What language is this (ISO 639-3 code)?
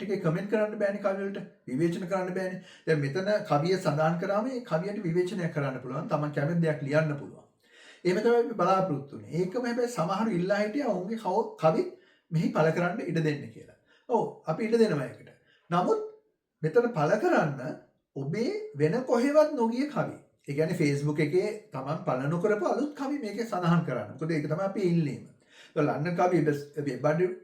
sin